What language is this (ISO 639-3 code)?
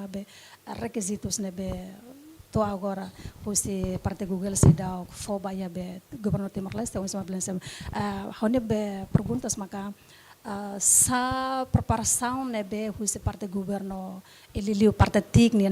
tet